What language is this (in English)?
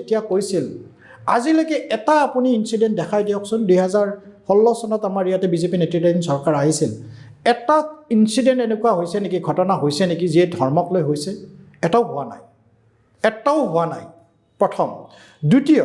Assamese